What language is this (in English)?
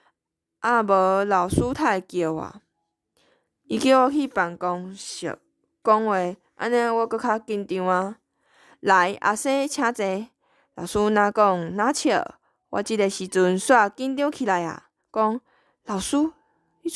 Min Nan Chinese